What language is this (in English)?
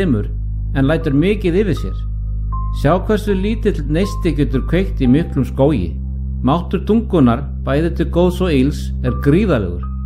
Icelandic